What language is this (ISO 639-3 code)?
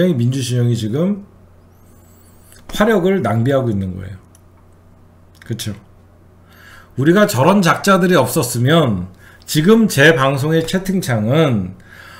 kor